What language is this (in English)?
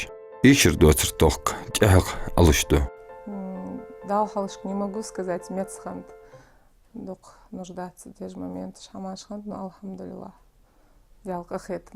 Ingush